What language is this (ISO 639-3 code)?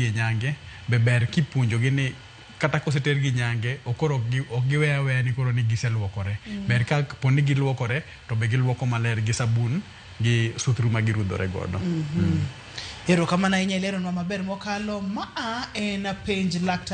luo